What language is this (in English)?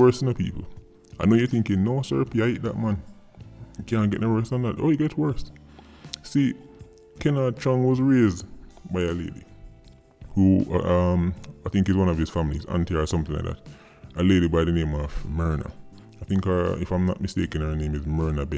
Jamaican Creole English